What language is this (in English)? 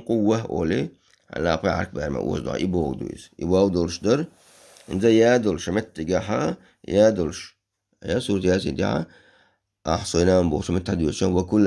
Chechen